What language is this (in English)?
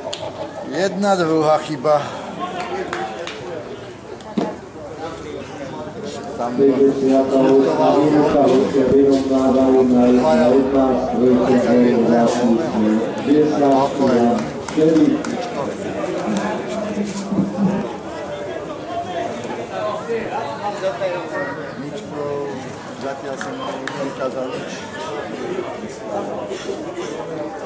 Slovak